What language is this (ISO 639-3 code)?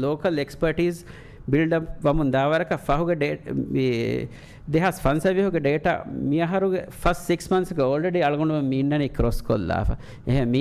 div